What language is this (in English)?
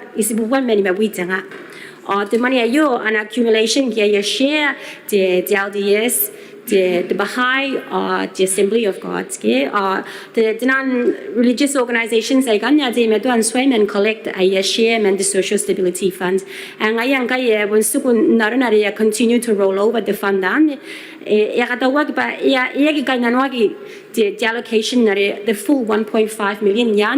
Gilbertese